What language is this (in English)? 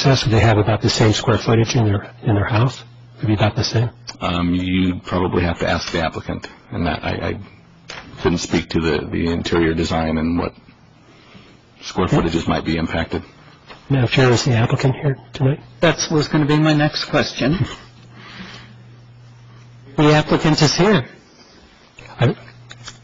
English